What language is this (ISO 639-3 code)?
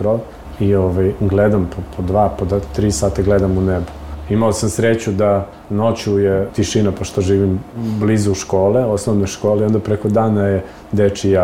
srp